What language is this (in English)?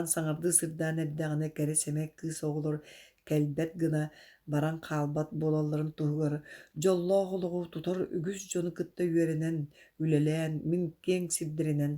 Yakut